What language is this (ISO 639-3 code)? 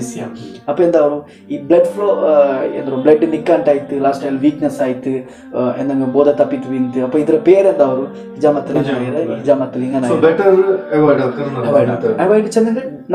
mal